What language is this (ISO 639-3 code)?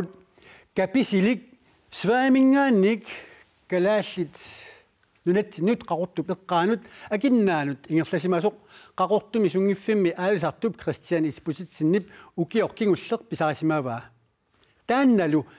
kal